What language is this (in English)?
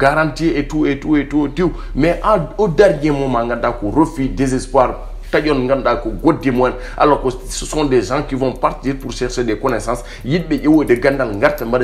Fula